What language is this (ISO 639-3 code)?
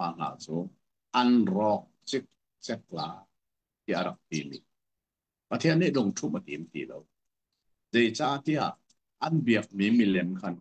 cnh